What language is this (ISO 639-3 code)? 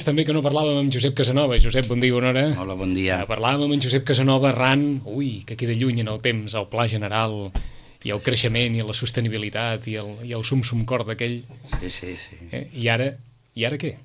cat